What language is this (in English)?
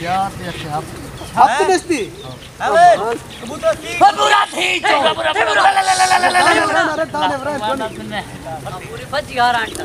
Saraiki